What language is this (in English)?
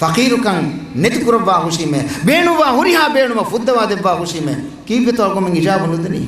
Divehi